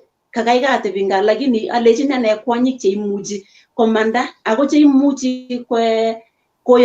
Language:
Kalenjin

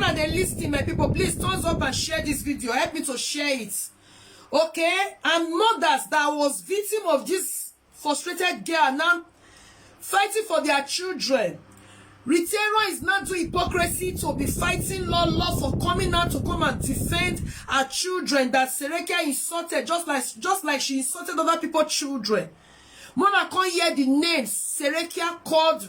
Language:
Nigerian Pidgin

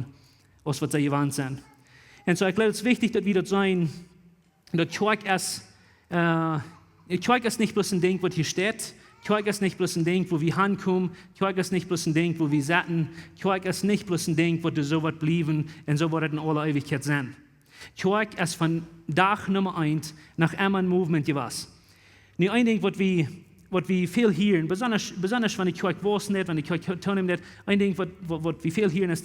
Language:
Plautdietsch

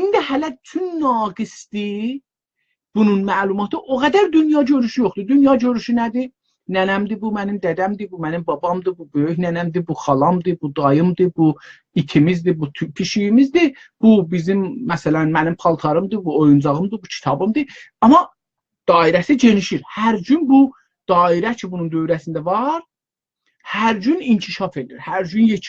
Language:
South Azerbaijani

